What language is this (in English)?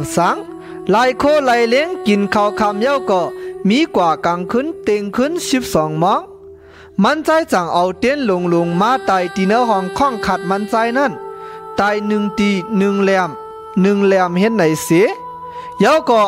Shan